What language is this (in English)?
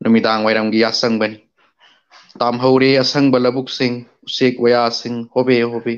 Manipuri